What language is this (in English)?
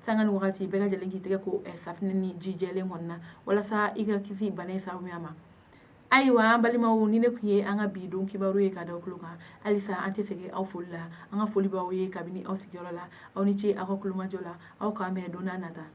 Bambara